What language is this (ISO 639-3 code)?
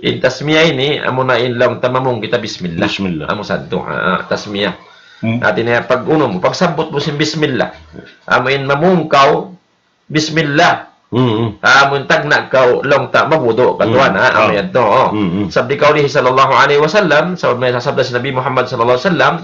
tsg